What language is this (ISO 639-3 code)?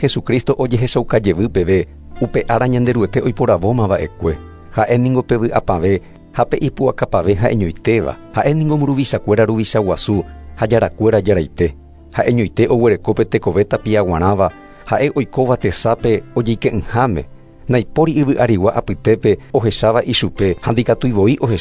grn